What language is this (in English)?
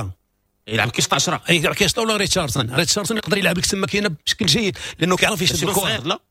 Moroccan Arabic